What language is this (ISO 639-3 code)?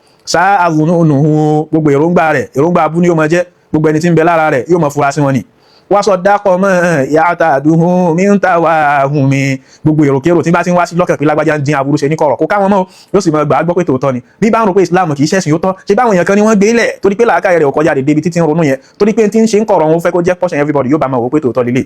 yor